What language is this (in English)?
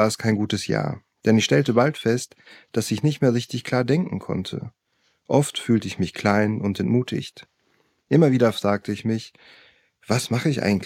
German